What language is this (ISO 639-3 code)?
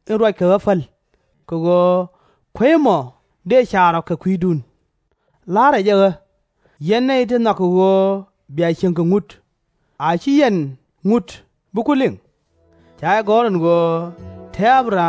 nus